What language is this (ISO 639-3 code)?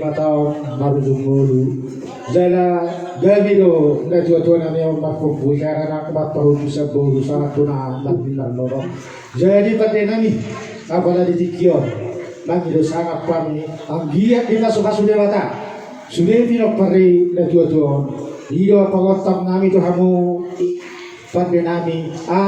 bbc